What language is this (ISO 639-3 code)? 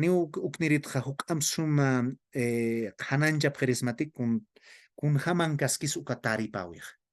aym